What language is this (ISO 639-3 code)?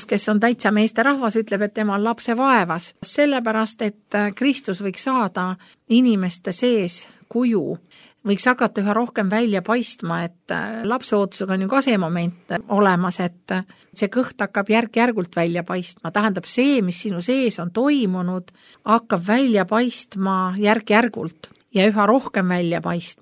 est